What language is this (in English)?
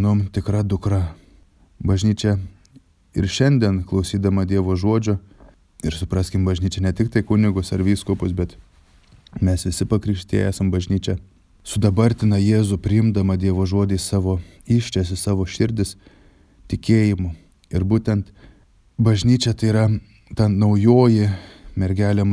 Lithuanian